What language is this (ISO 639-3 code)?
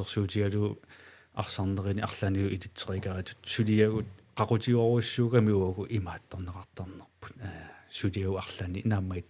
kal